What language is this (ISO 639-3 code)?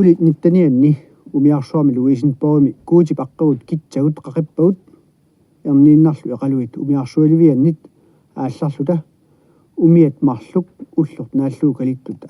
kal